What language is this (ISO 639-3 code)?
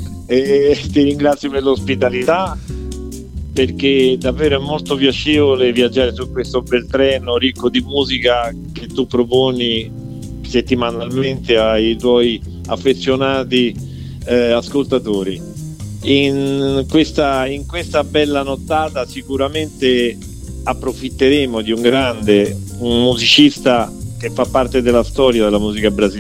ita